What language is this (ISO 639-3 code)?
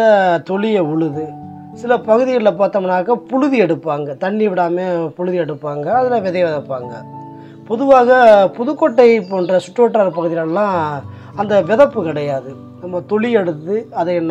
tam